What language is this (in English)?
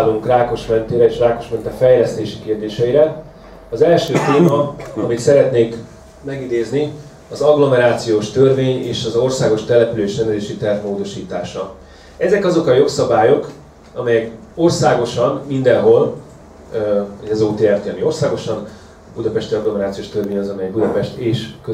Hungarian